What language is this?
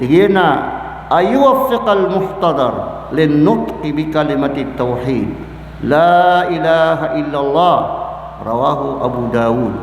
Maranao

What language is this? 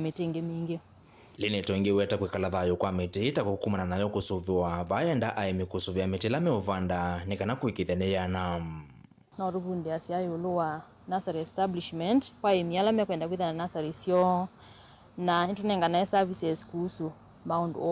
Kamba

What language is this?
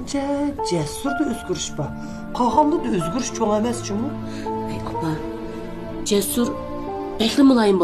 Uyghur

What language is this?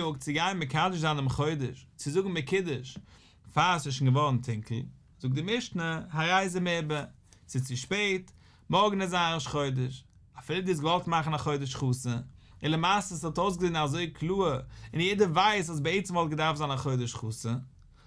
Yiddish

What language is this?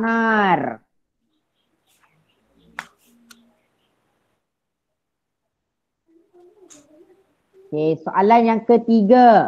Malay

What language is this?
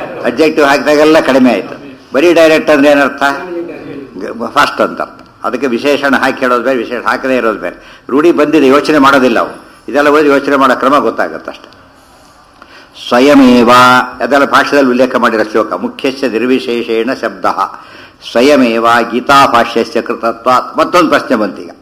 Kannada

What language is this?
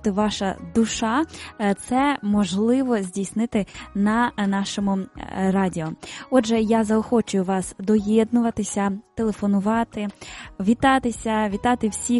Ukrainian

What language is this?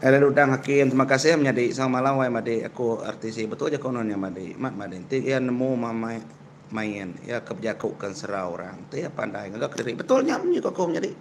Iban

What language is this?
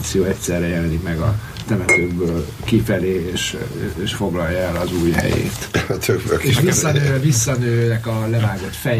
Hungarian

